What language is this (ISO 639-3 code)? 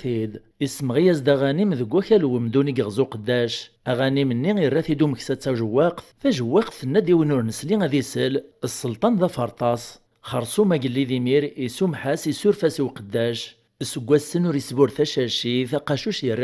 kab